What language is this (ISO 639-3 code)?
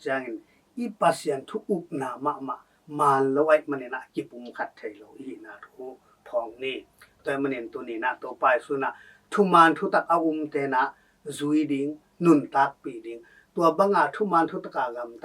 ctd